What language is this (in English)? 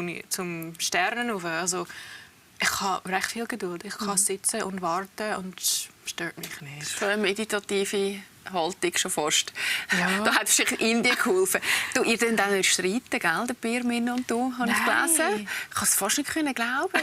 Swiss German